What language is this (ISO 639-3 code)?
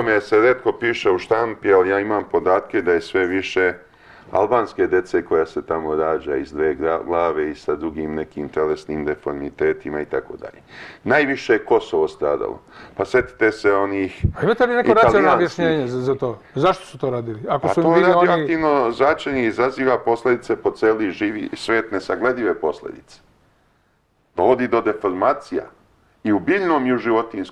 srp